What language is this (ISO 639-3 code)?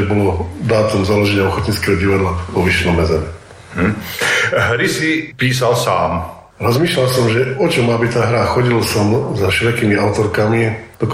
slk